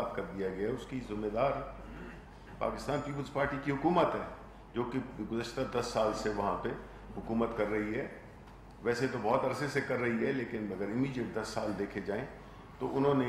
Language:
Urdu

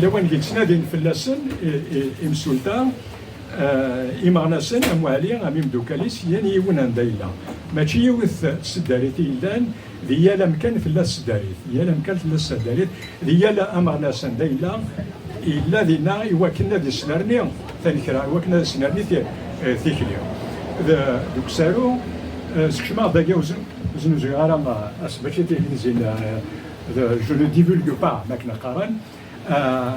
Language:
Kabyle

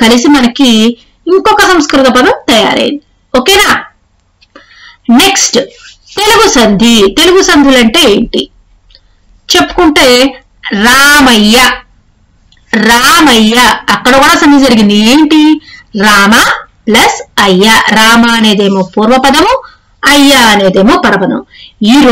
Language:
Telugu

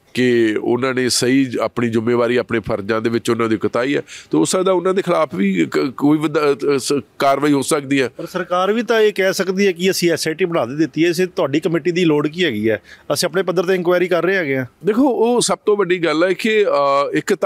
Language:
Punjabi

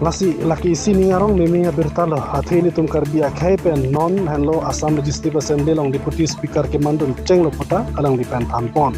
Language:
Karbi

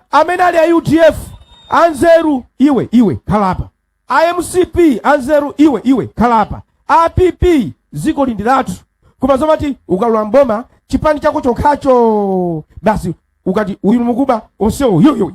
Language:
Nyanja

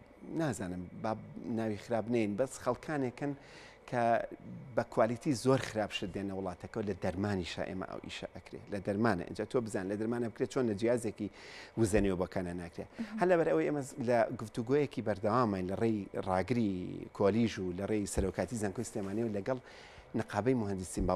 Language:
Central Kurdish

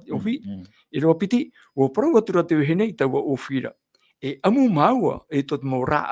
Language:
Tahitian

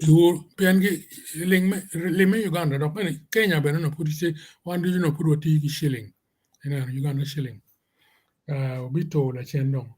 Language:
Acoli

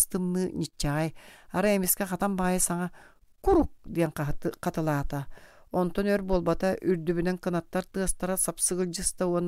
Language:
Yakut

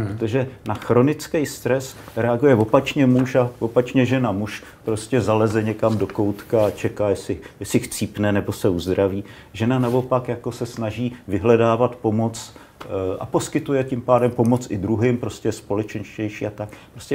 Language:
Czech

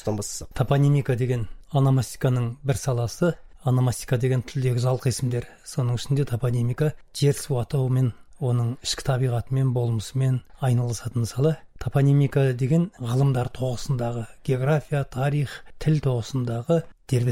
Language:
Kazakh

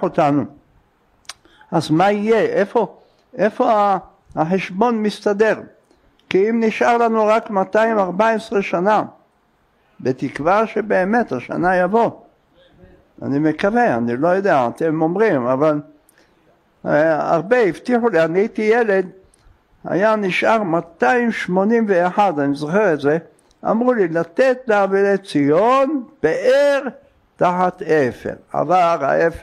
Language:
Hebrew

